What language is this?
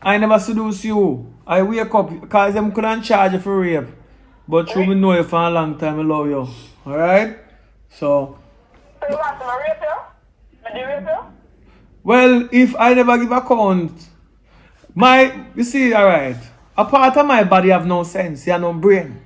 Jamaican Creole English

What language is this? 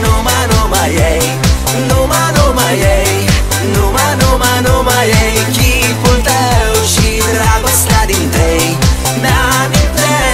Romanian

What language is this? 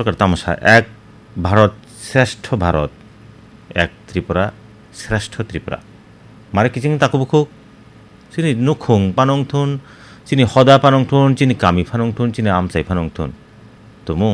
Kok Borok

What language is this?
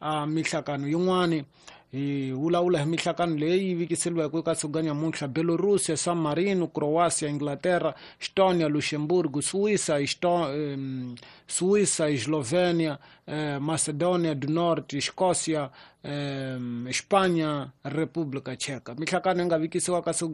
Tsonga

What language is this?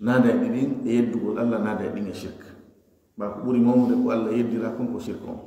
Fula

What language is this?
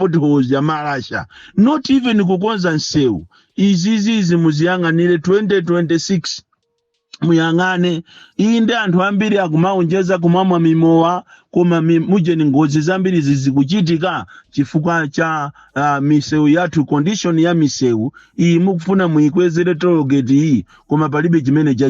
Nyanja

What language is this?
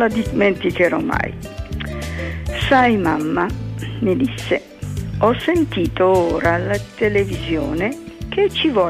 Italian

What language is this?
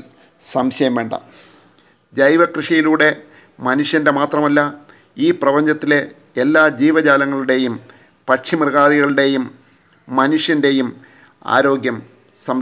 Malayalam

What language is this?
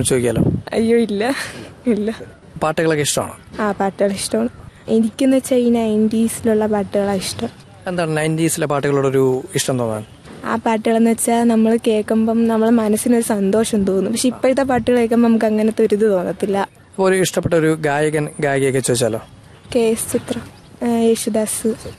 Malayalam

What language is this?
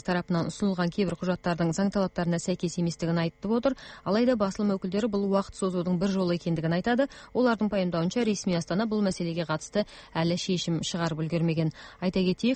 Kazakh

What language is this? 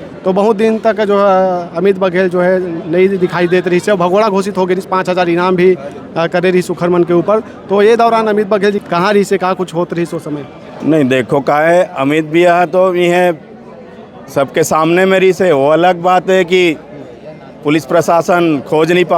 Chhattisgarhi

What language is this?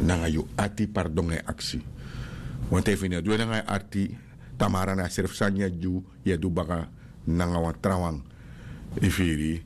Sranan Tongo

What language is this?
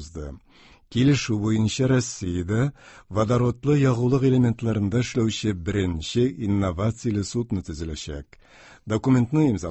Tatar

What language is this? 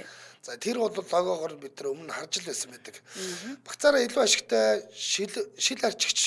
Mongolian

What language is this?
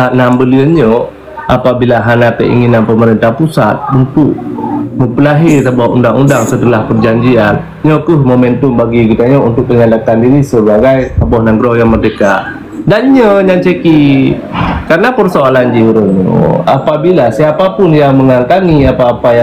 Achinese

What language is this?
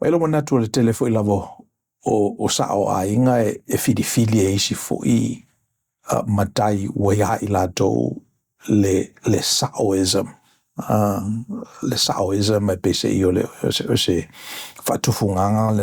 Samoan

